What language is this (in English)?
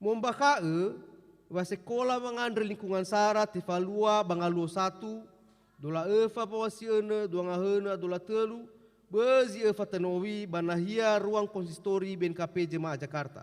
Nias